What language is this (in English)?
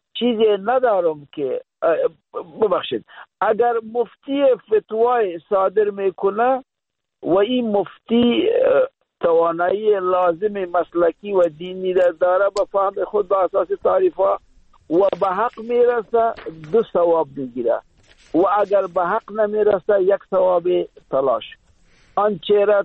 Persian